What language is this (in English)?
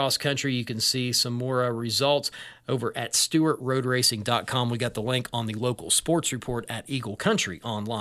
English